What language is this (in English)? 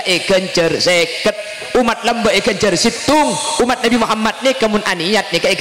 Madurese